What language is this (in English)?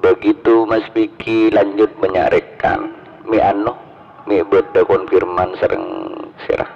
Madurese